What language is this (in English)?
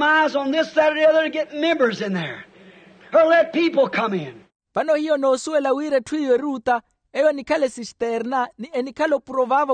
Makhuwa